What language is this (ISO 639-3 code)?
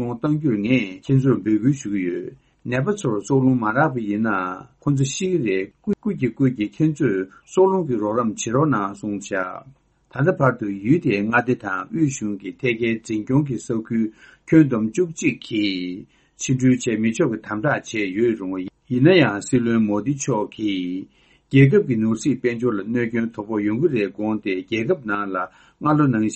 bod